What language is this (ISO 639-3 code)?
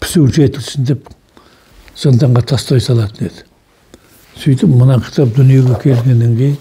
kaz